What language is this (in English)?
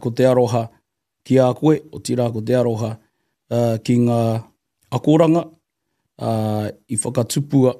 Māori